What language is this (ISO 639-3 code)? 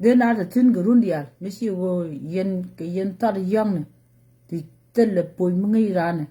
nus